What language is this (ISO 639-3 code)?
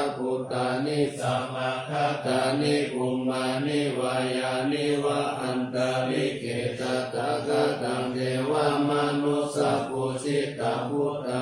pli